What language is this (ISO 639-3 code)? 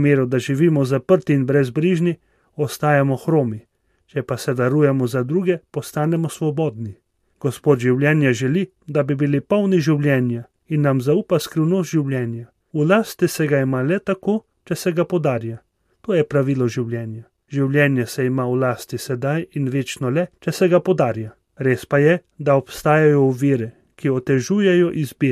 slv